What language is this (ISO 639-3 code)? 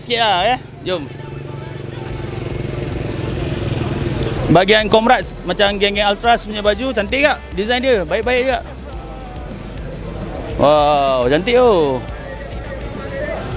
msa